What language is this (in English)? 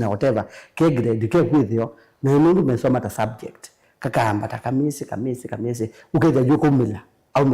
Kamba